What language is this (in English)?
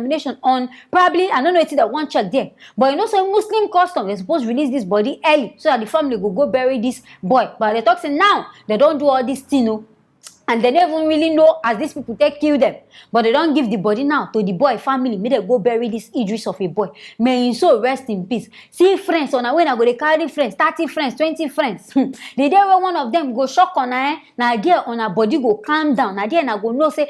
Nigerian Pidgin